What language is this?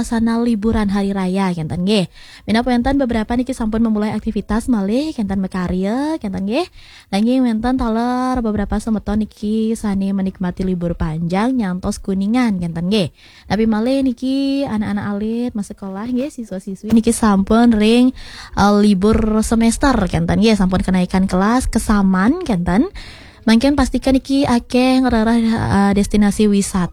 Balinese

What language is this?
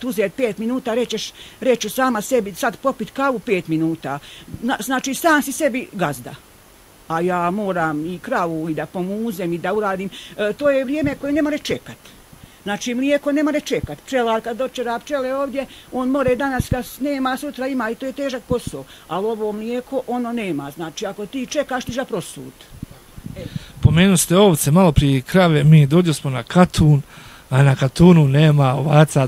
Bosnian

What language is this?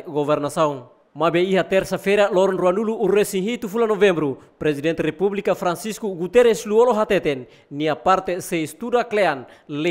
Tetum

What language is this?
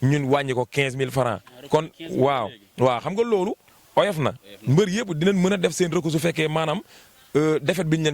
Wolof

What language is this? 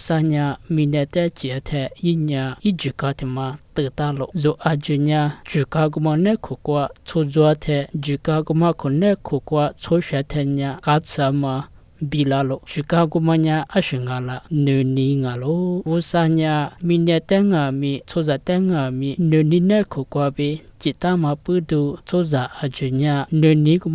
Lisu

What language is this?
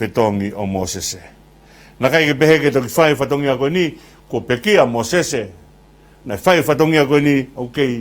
Tongan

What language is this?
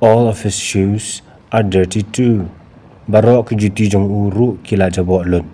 Khasi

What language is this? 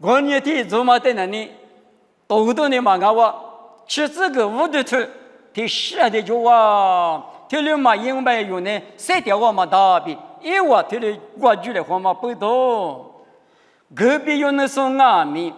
Lisu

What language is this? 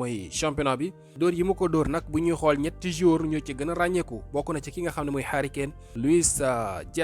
Wolof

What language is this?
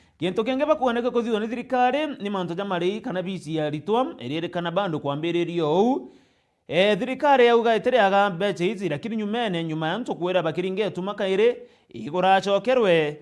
Meru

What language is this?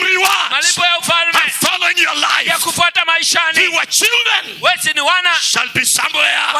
Swahili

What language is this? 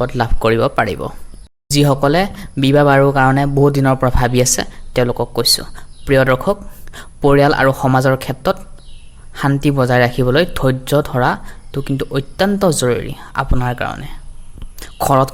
Assamese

